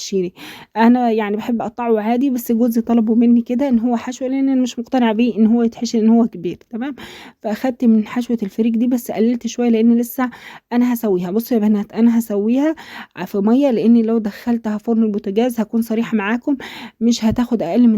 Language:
Egyptian Arabic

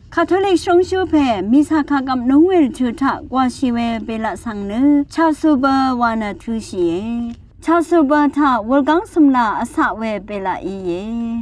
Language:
Rawang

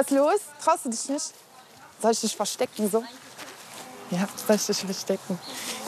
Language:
German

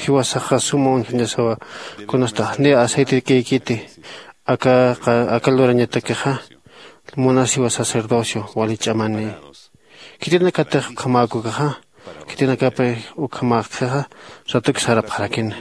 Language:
Aymara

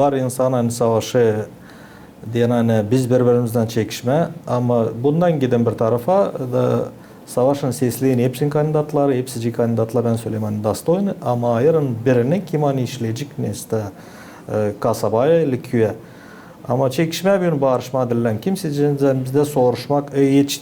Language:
Gagauz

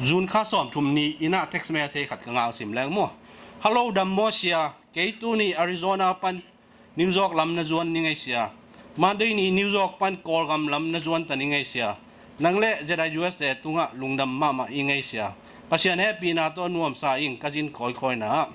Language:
Tedim Chin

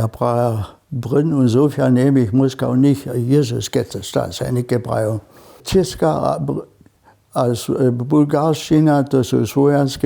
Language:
Upper Sorbian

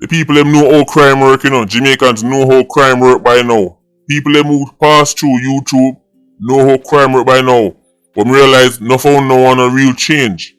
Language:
Jamaican Creole English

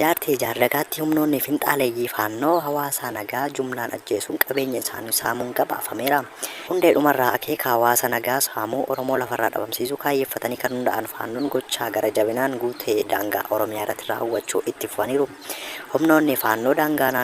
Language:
Oromo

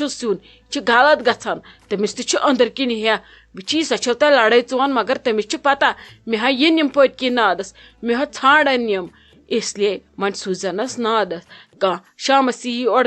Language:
Kashmiri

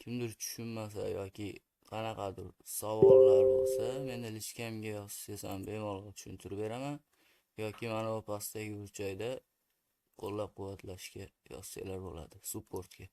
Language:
Uzbek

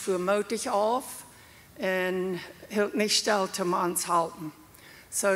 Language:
Plautdietsch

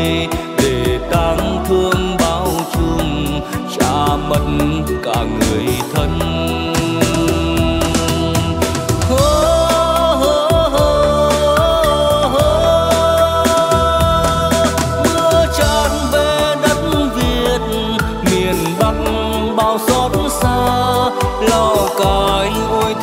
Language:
Vietnamese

